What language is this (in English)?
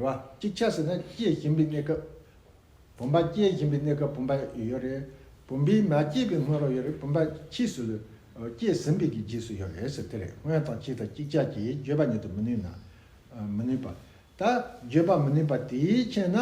Tibetan